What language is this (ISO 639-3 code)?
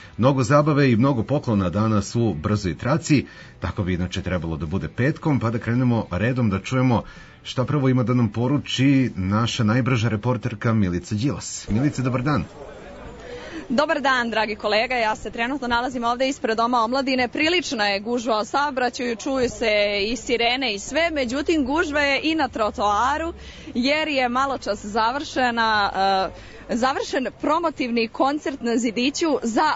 srp